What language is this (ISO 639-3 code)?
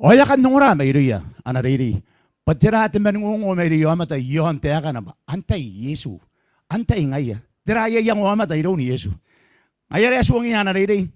gil